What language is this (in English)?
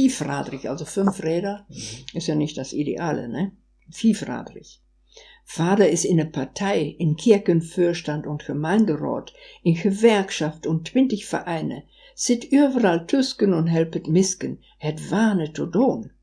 Westphalien